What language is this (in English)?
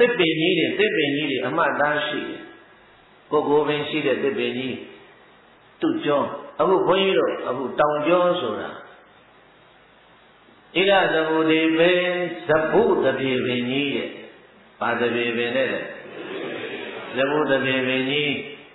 Burmese